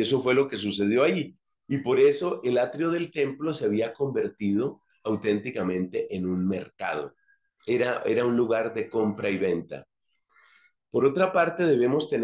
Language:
Spanish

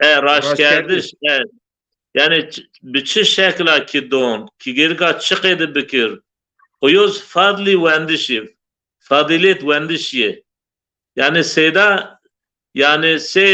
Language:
Zaza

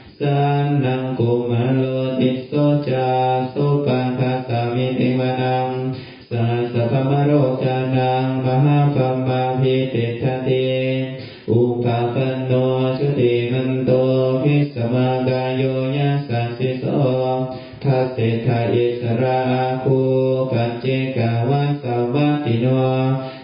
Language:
Pali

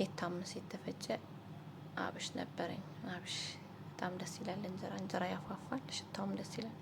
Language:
Amharic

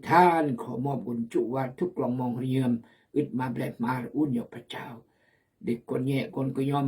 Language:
Khmu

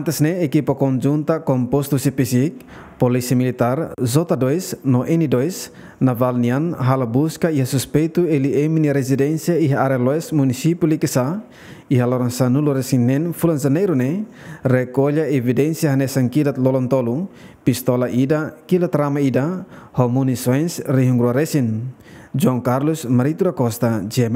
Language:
Tetum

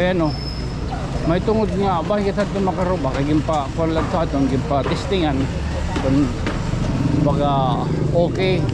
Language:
Waray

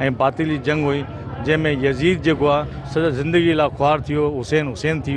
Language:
Sindhi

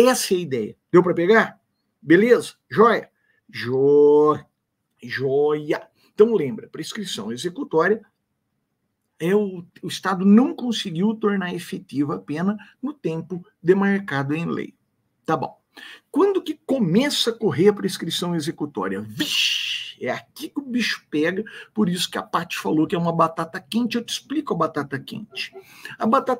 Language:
Portuguese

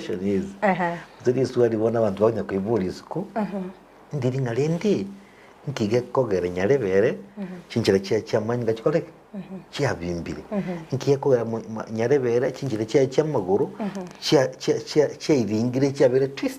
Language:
Gusii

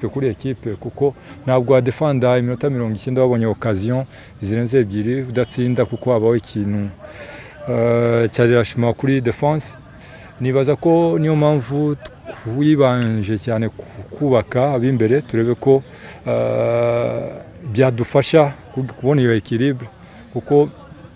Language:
Kinyarwanda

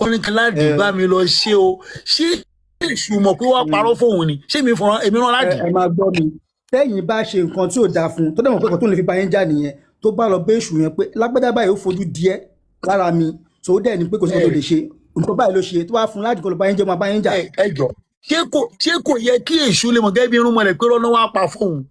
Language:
Yoruba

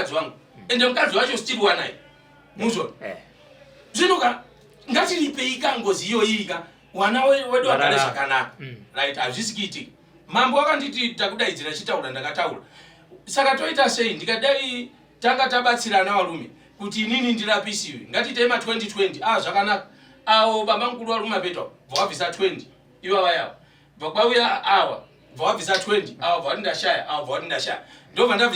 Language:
Shona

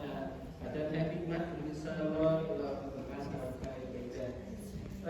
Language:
Central Mnong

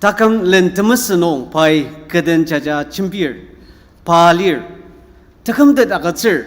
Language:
Ao Naga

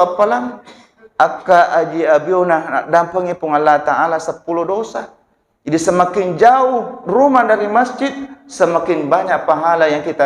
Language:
Buginese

